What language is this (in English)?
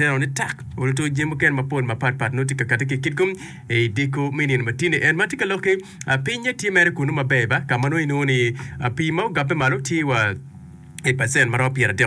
Acoli